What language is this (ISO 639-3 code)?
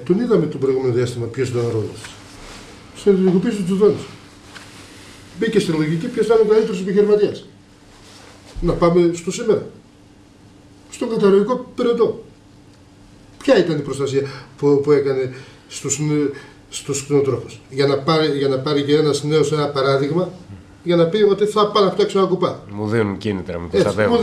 ell